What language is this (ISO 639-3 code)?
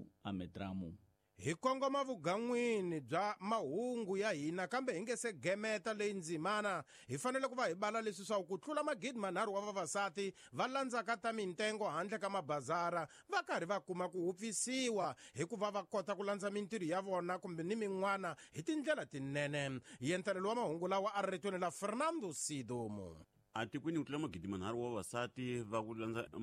tso